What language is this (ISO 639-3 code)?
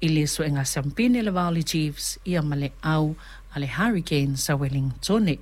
smo